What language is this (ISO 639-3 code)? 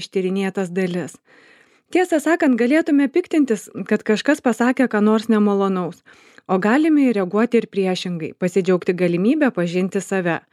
lit